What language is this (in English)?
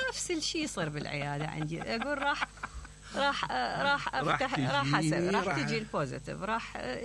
Mesopotamian Arabic